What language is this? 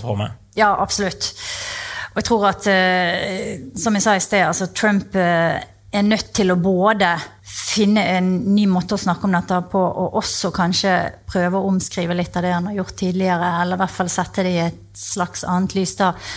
Norwegian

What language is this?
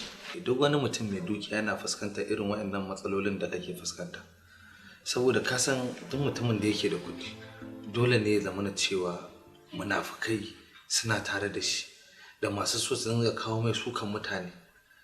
Hausa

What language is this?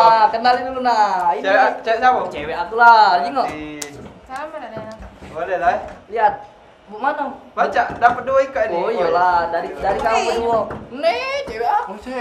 Musi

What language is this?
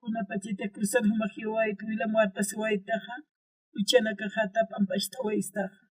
Aymara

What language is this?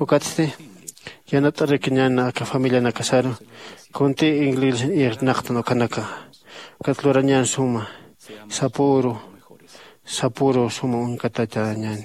Aymara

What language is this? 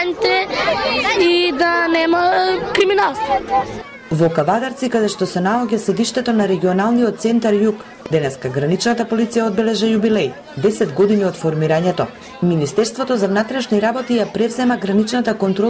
Macedonian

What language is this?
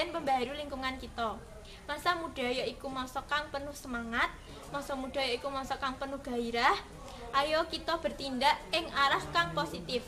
Javanese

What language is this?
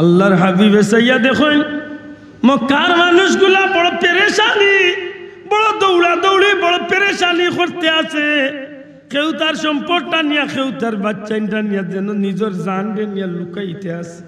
Sylheti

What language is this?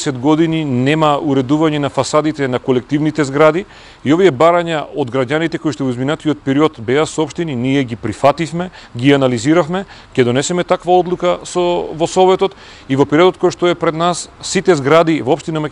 Macedonian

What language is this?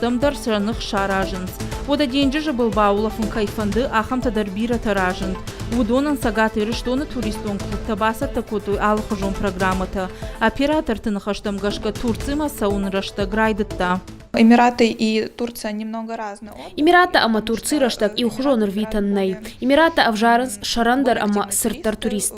Ossetic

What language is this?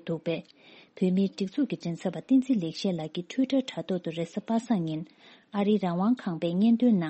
Tibetan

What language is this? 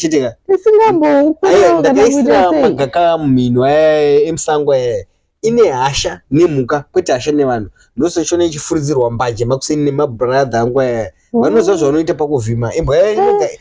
Shona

